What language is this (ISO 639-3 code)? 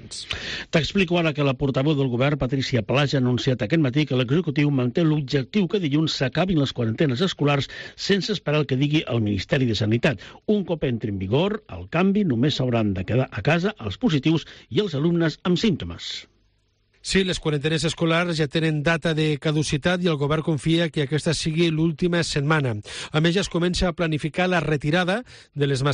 cat